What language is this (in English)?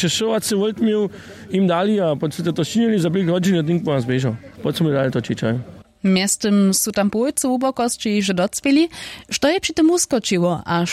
Upper Sorbian